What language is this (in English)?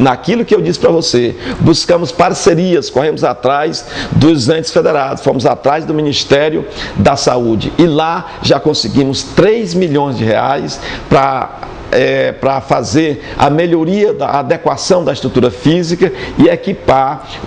Portuguese